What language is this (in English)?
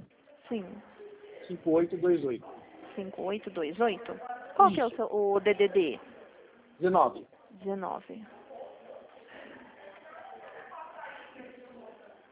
Portuguese